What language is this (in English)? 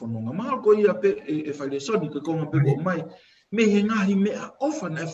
Tongan